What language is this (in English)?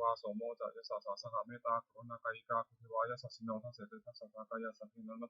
Pali